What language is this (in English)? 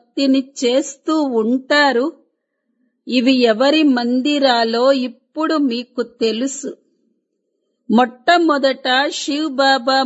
Telugu